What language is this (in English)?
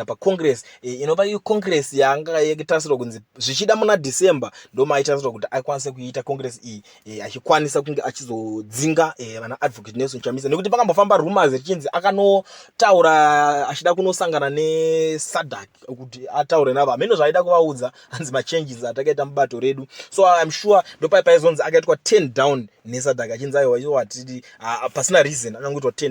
Shona